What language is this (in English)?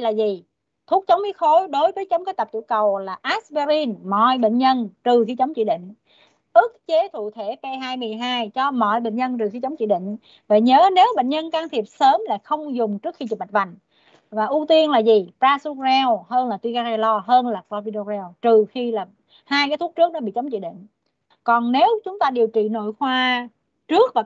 Vietnamese